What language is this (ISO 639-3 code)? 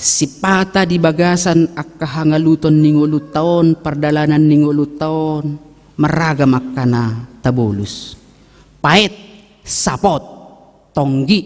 bbc